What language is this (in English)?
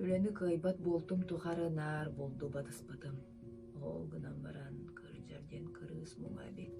Yakut